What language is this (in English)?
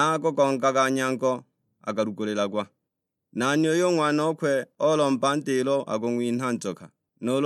Sukuma